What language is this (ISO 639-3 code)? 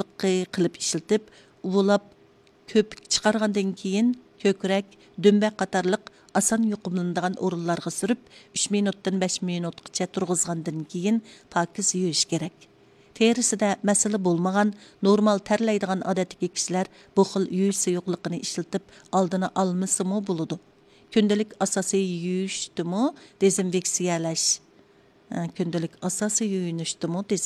uig